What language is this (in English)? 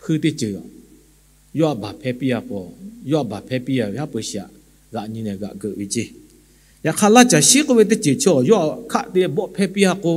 Lahu